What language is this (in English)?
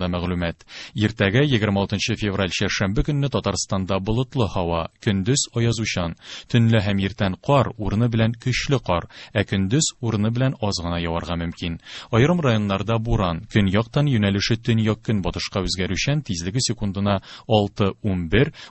Tatar